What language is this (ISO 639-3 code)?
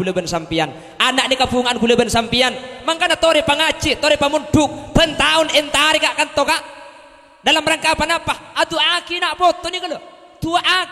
mad